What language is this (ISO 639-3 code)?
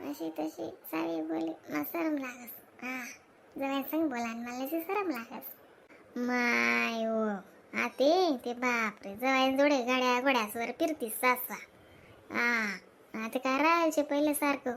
khn